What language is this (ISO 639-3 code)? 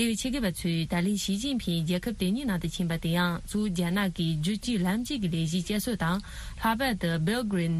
bod